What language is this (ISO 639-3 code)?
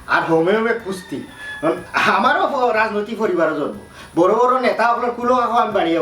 syl